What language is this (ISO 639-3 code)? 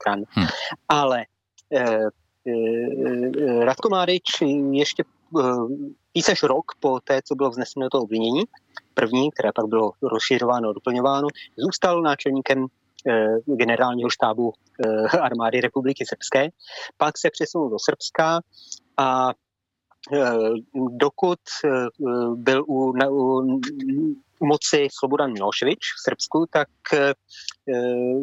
ces